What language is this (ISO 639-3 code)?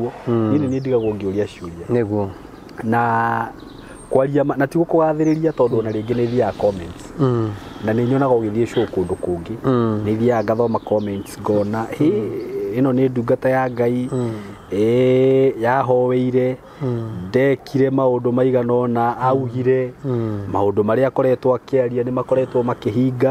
kik